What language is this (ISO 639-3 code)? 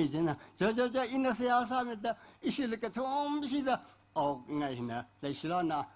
nmf